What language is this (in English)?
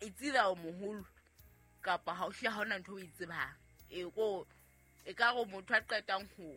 Southern Sotho